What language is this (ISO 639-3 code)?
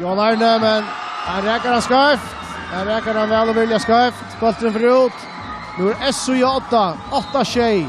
fao